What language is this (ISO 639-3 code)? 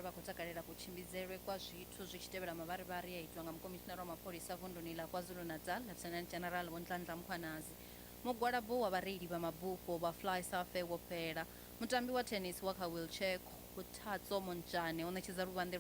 ven